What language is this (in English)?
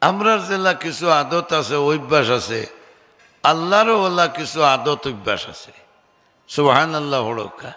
Sylheti